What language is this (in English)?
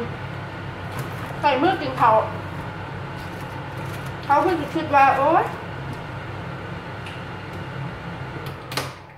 Thai